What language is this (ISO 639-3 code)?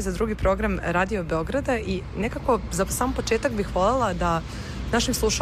srp